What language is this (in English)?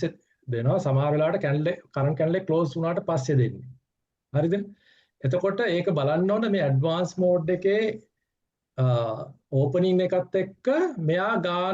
Sinhala